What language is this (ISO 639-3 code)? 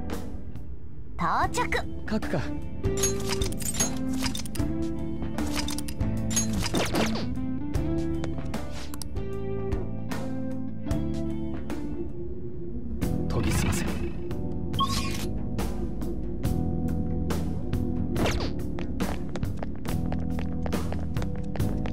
jpn